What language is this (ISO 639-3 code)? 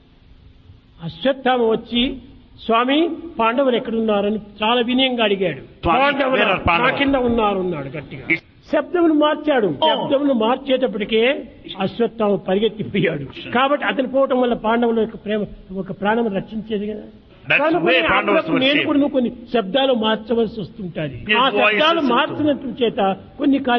tel